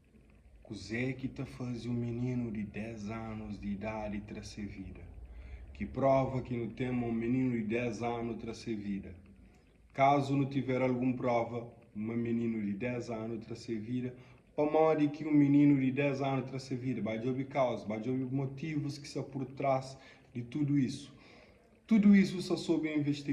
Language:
Kabuverdianu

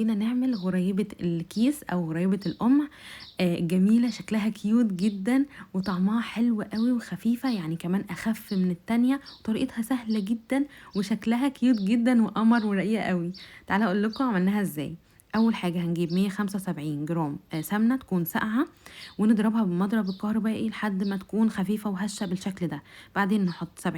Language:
Egyptian Arabic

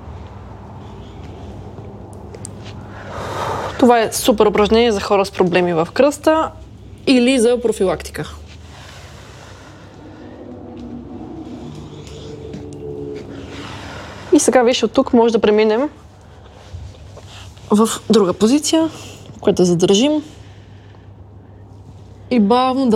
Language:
Bulgarian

